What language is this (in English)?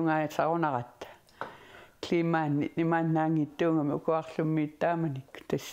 Kalaallisut